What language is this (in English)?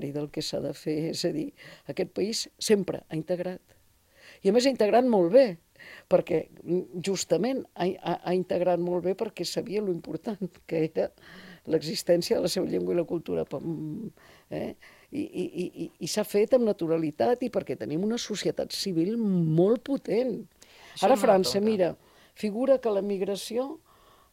Catalan